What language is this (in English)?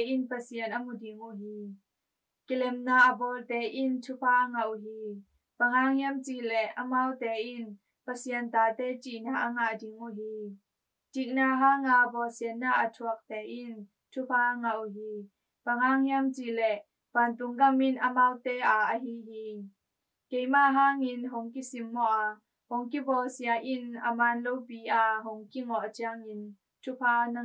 Tedim Chin